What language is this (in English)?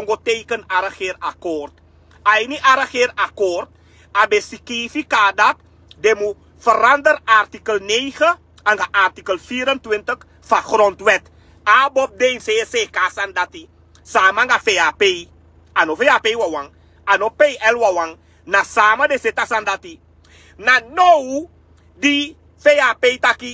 Sranan Tongo